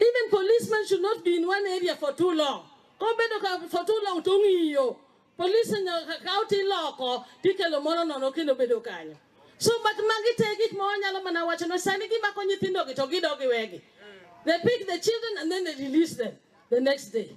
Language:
Luo (Kenya and Tanzania)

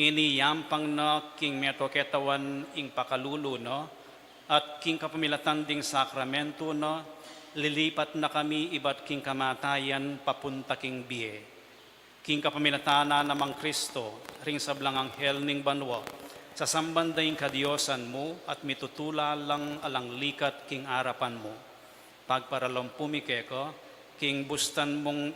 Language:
Pampanga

